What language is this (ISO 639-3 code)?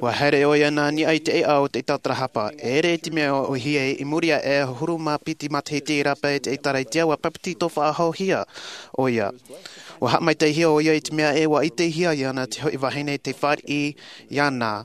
tah